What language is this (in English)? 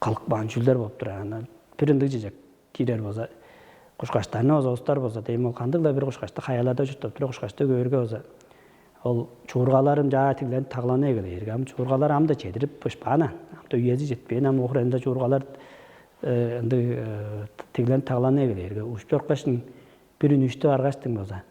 Tuvinian